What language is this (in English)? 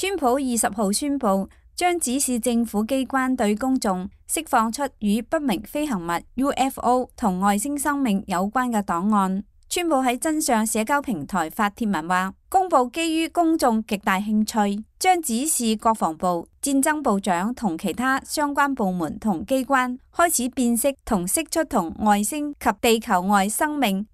Cantonese